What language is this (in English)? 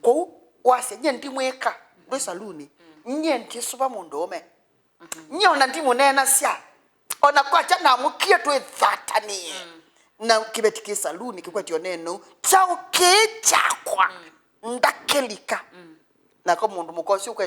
Kamba